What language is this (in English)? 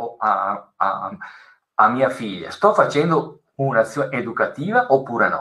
Italian